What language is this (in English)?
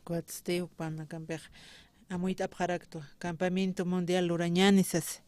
Aymara